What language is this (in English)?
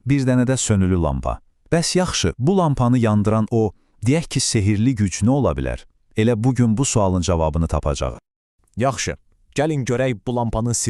Azerbaijani